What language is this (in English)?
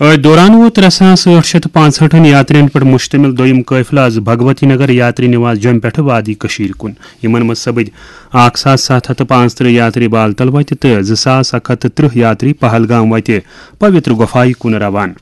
Kashmiri